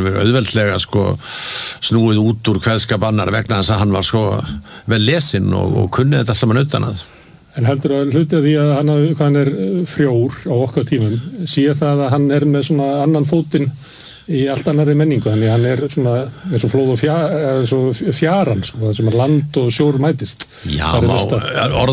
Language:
Icelandic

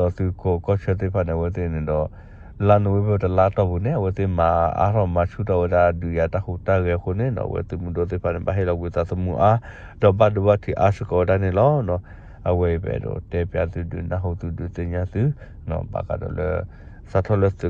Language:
S'gaw Karen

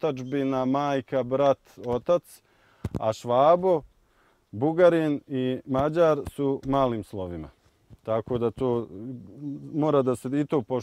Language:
Bosnian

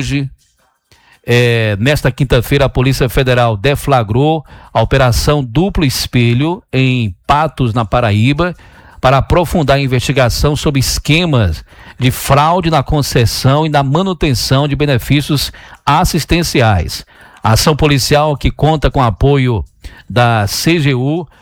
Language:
Portuguese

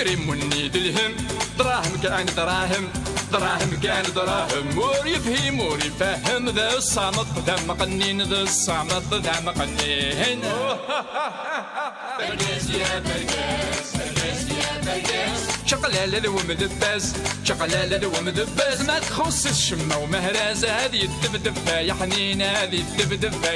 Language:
Kabyle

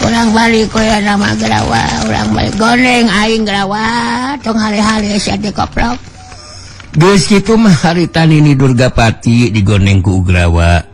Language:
Sundanese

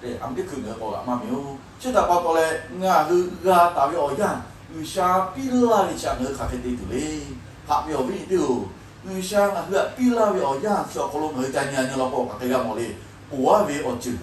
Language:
Lahu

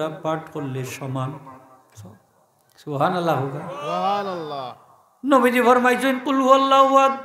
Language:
Sylheti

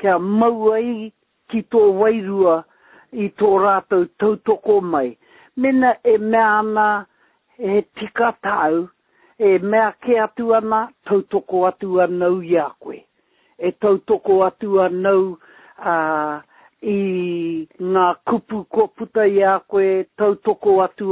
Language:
Māori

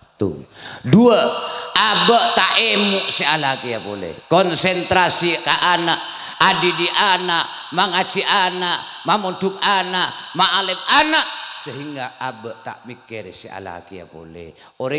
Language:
Madurese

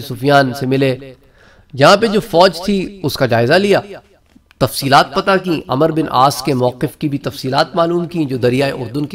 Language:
Urdu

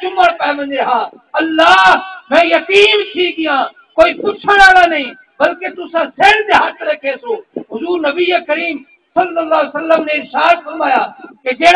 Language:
Saraiki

